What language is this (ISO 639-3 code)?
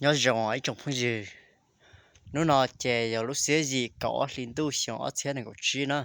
hmn